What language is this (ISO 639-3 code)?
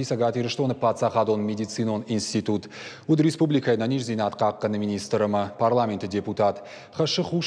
oss